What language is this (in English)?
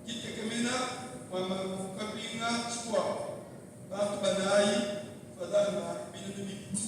Luba-Lulua